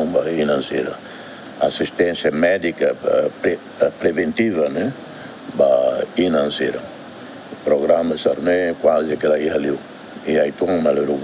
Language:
Tetum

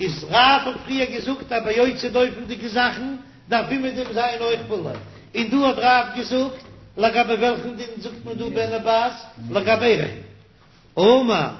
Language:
Yiddish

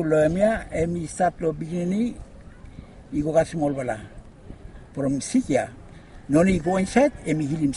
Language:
Bislama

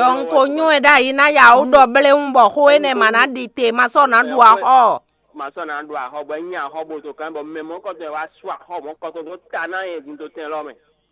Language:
Fon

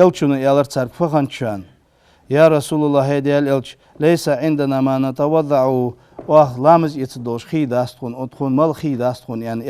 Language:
Ingush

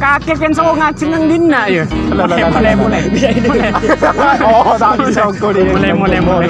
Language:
Madurese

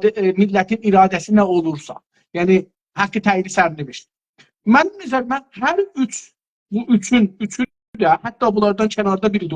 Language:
South Azerbaijani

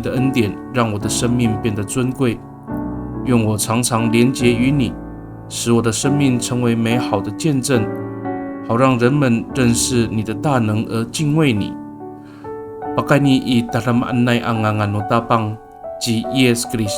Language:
Amis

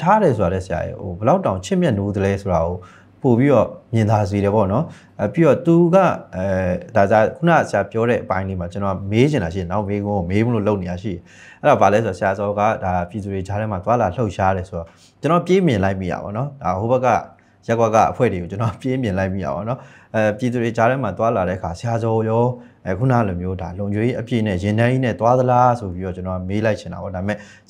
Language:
Burmese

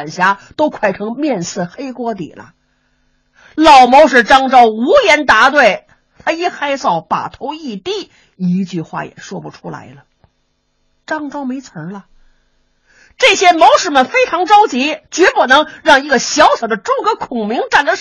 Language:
Chinese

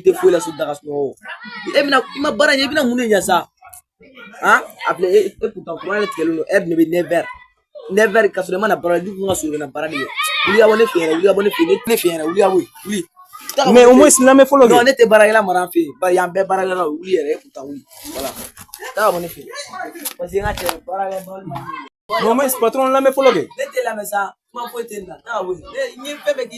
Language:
Bambara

